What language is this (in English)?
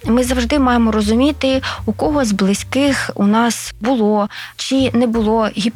Ukrainian